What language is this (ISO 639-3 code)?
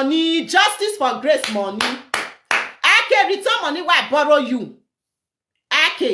pcm